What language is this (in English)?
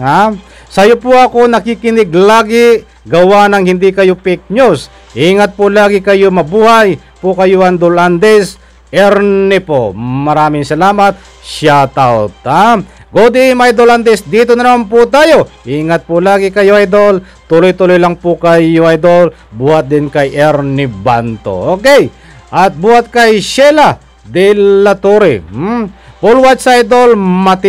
Filipino